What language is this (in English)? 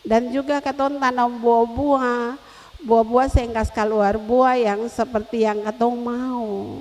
Ambonese Malay